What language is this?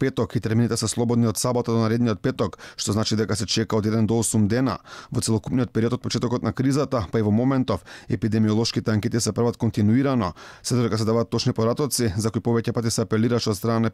Macedonian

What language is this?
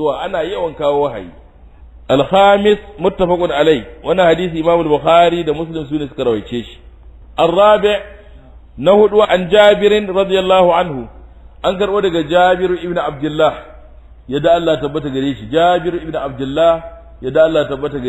Hausa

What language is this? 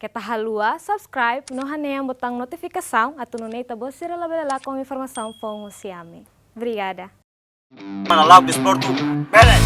Tetum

